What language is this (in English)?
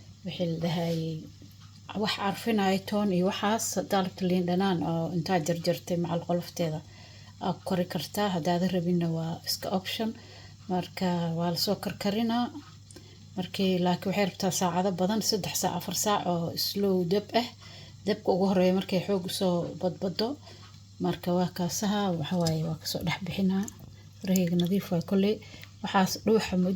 Somali